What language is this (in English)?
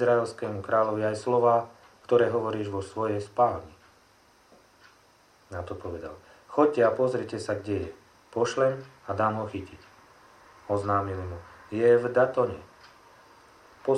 Slovak